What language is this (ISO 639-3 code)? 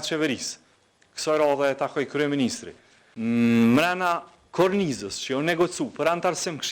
sqi